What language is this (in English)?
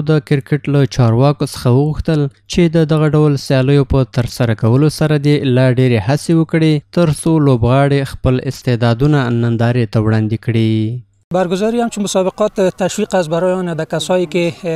Pashto